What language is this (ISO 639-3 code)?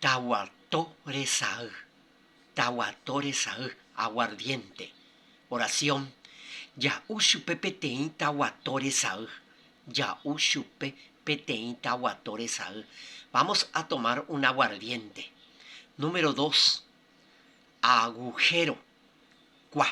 grn